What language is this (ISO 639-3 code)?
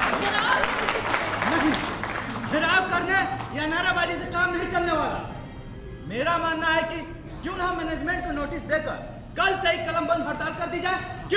hin